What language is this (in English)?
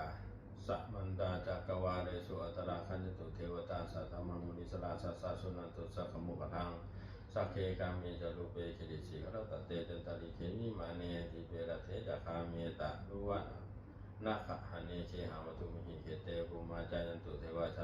Pali